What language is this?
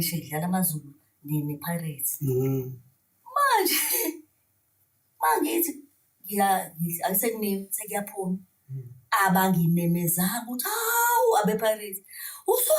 Zulu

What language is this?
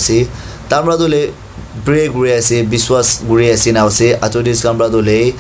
Naga Pidgin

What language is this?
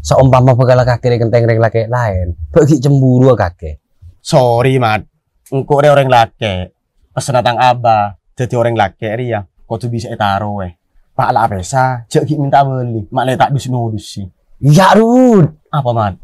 Madurese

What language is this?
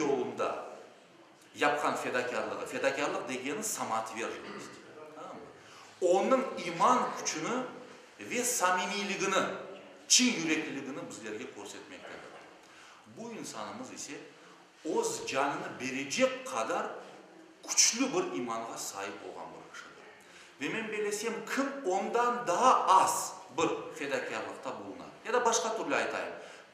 Crimean Tatar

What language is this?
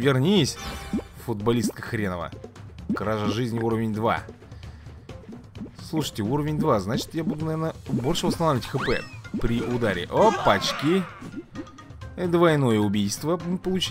Russian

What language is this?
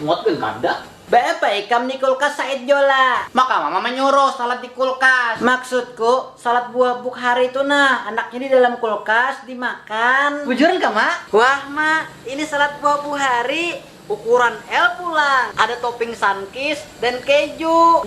Banjar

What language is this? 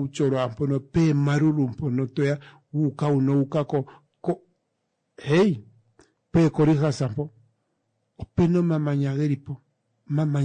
Kuanyama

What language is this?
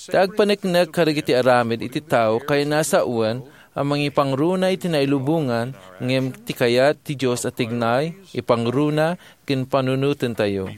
Iloko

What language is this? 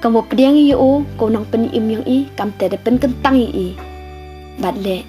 Pnar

